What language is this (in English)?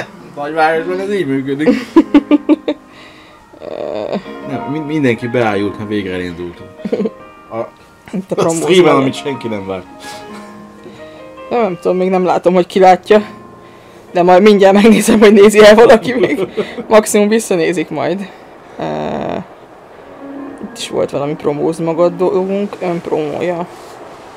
Hungarian